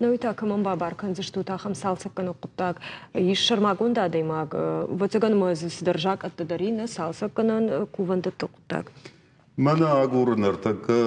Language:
Ossetic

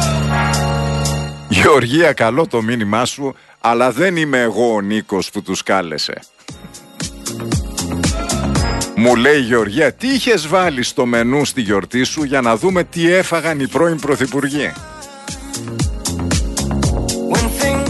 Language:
Greek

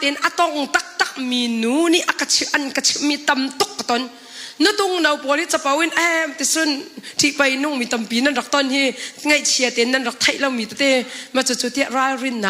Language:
Hakha Chin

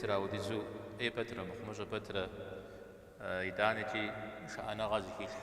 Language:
Kabardian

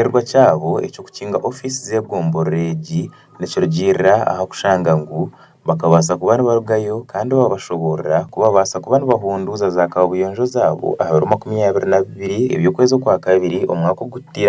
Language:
Nyankole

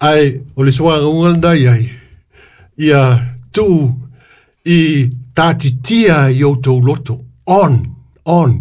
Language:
Samoan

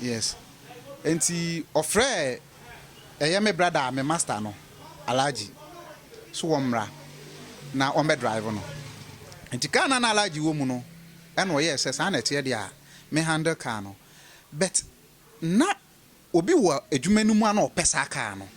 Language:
Akan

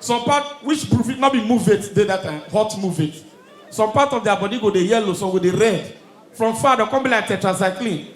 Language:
Nigerian Pidgin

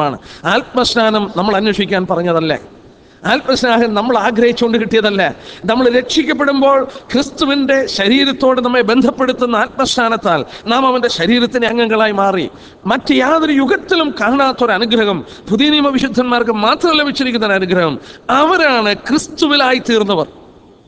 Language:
Malayalam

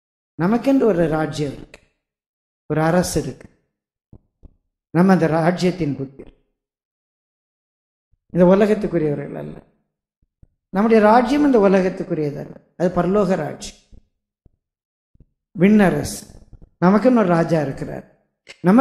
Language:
Tamil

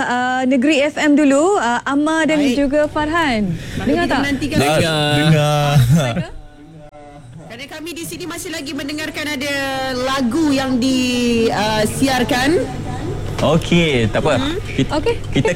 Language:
Malay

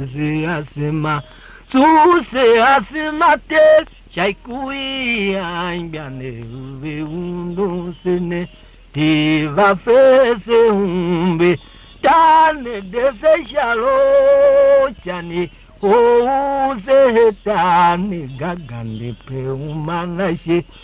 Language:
Tiv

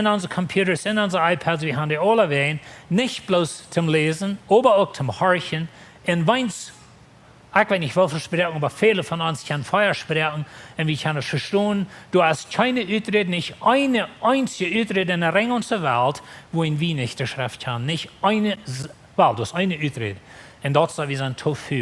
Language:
Plautdietsch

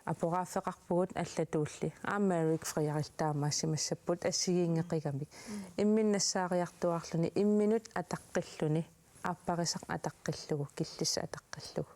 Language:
Kalaallisut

